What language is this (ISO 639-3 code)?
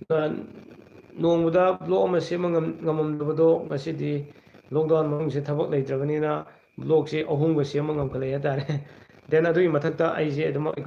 mni